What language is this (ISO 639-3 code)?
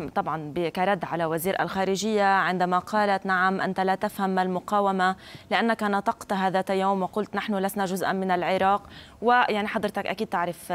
ara